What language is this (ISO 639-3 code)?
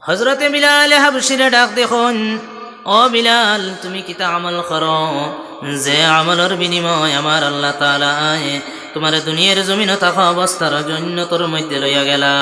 syl